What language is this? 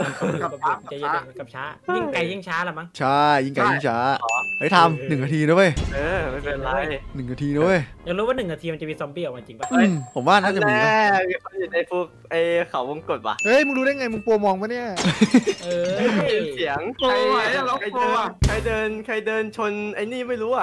Thai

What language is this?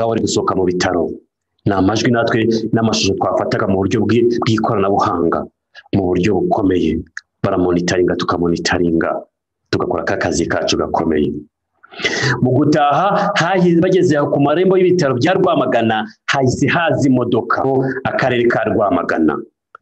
Kinyarwanda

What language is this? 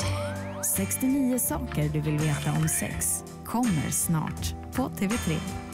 Swedish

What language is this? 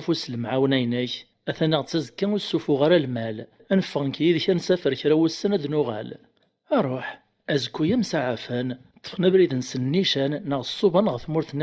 Kabyle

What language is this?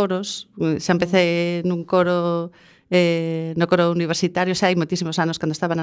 Galician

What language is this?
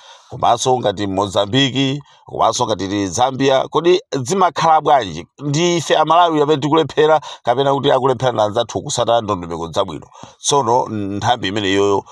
Nyanja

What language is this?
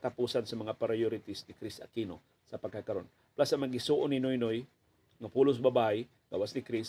Cebuano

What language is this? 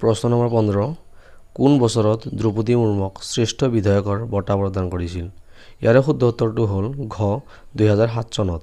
Assamese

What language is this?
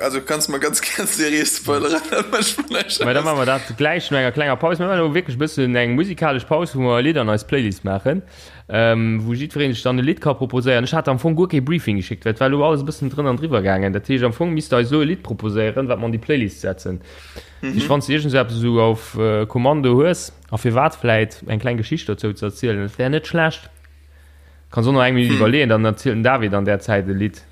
Luxembourgish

